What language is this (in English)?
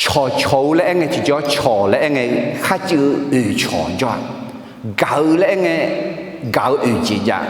Akha